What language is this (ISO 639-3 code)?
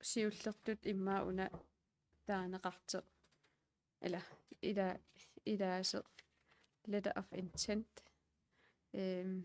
kal